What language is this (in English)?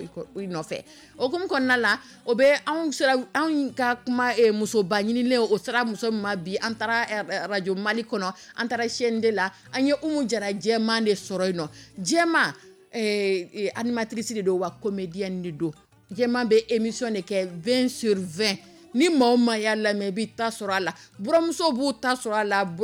Dyula